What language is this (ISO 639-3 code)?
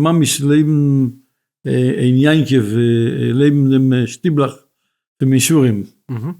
yid